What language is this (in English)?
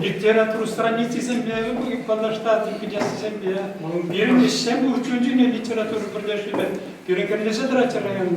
Chuvash